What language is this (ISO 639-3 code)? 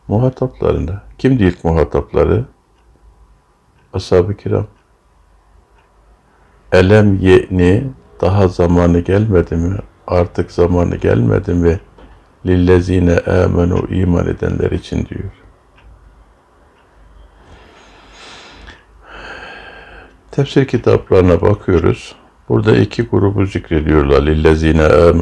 tur